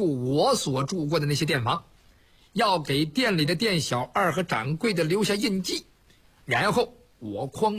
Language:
Chinese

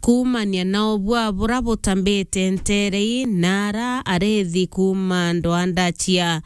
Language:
Meru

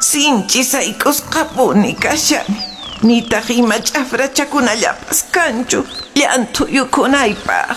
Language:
Quechua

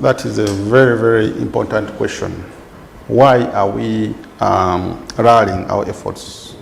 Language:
Nyankole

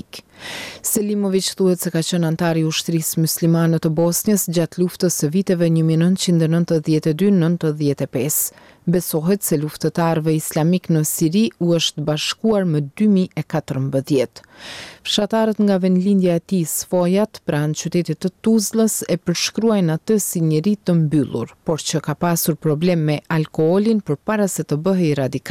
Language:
Albanian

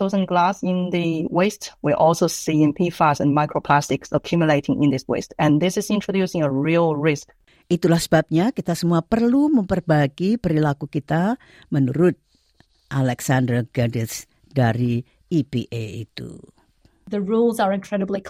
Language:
Indonesian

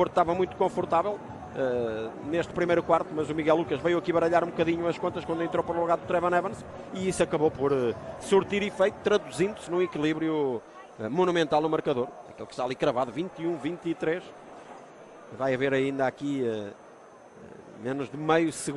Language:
Portuguese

